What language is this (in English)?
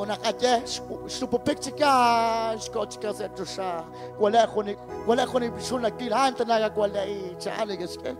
Kekchí